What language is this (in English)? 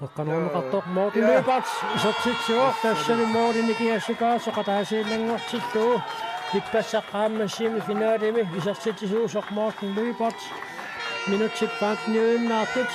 Kalaallisut